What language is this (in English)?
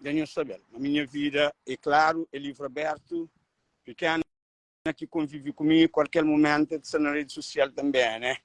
Kabuverdianu